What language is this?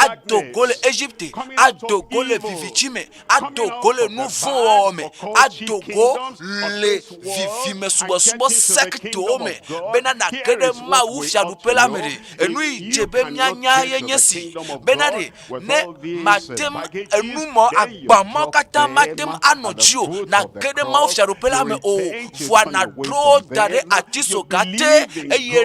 Ewe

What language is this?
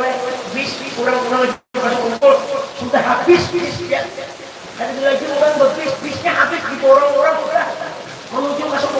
Banjar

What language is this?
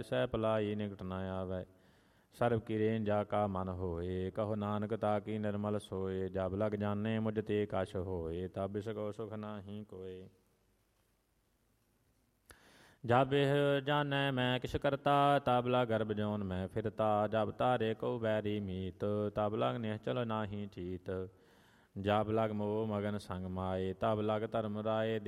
Punjabi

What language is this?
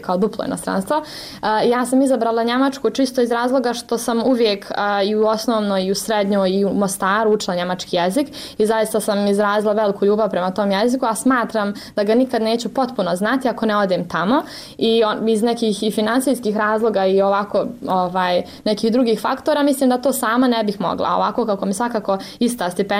Bosnian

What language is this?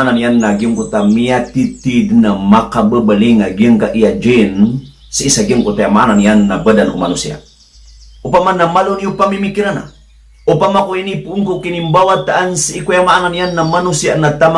Maranao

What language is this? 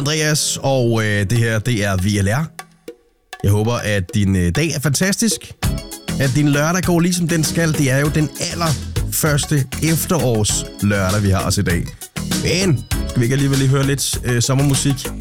Danish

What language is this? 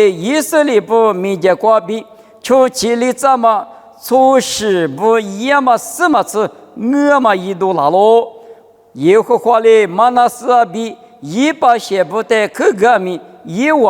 Lisu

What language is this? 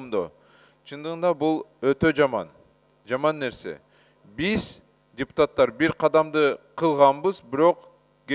Kyrgyz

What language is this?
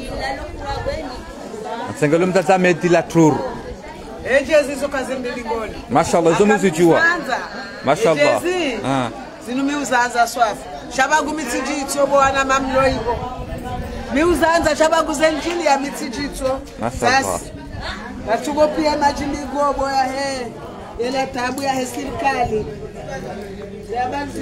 Swahili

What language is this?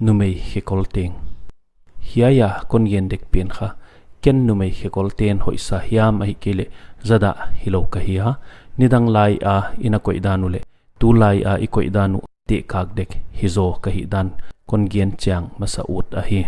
Paite Chin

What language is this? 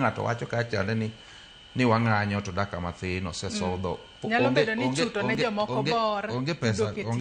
Luo (Kenya and Tanzania)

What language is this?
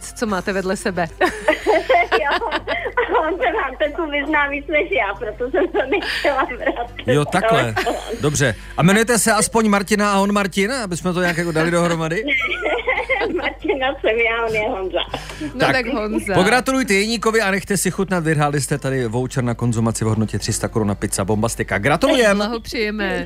Czech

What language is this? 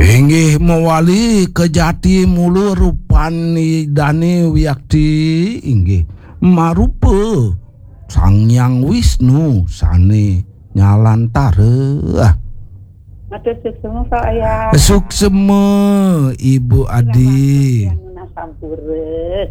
Balinese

